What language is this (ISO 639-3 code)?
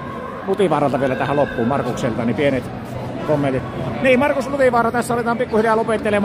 fin